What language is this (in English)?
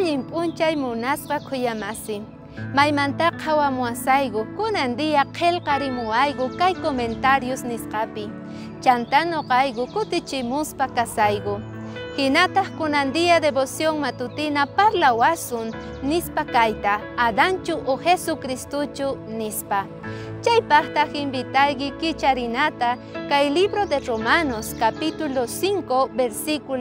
Quechua